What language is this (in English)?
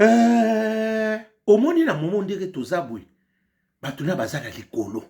Lingala